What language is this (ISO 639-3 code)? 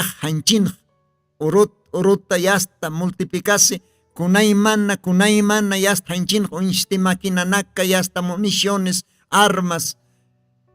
aym